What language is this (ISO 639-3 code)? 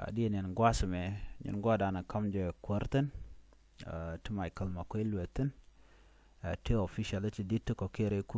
nus